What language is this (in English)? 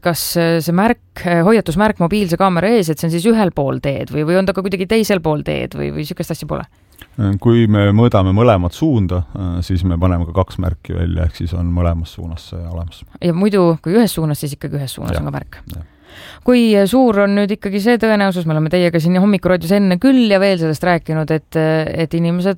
Estonian